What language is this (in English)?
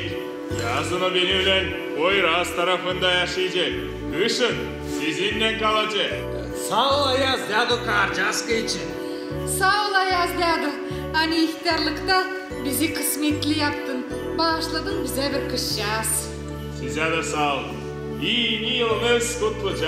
Gagauz